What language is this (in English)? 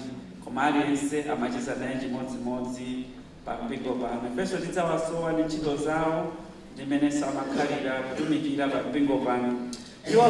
Nyanja